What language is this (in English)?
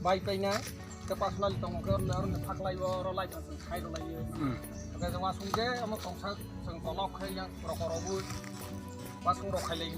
Kok Borok